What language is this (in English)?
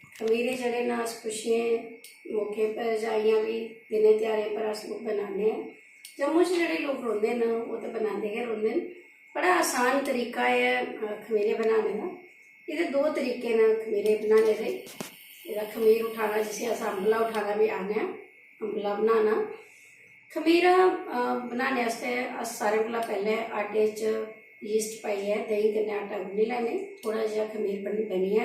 Dogri